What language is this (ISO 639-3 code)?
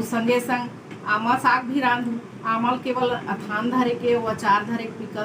hne